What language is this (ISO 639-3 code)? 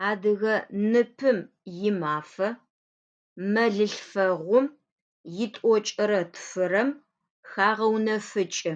ady